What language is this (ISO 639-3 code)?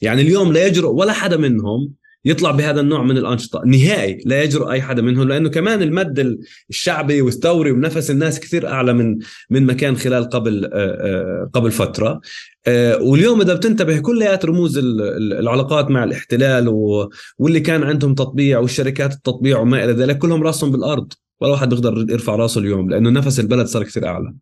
apc